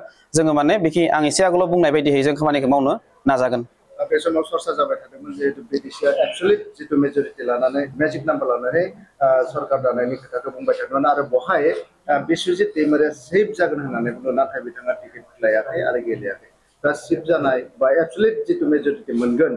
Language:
Bodo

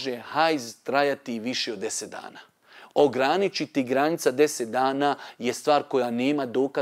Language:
Bosnian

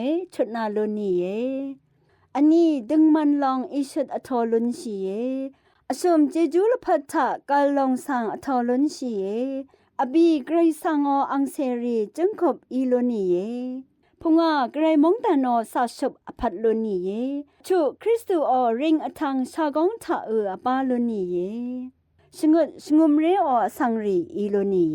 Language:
Rawang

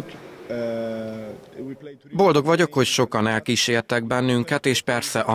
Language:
Hungarian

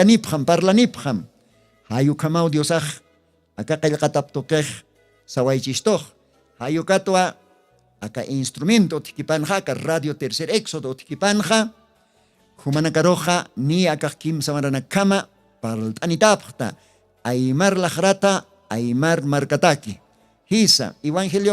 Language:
Aymara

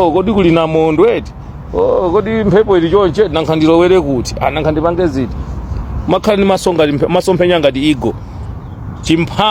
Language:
Nyanja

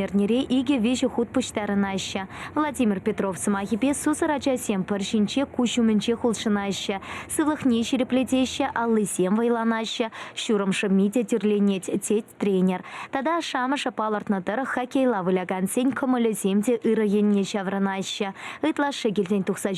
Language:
Chuvash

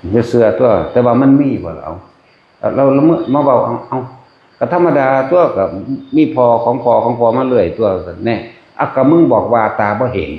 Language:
Northeastern Thai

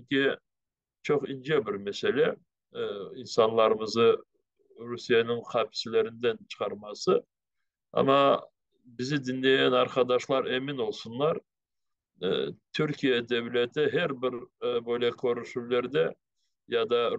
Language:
Crimean Tatar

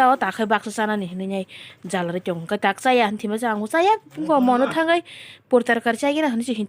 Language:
Kok Borok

